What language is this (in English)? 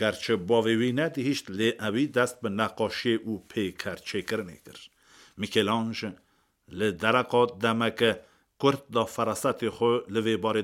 Kurdish